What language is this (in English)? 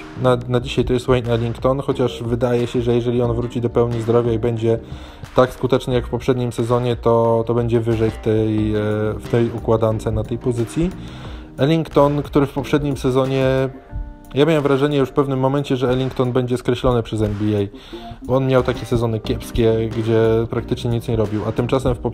Polish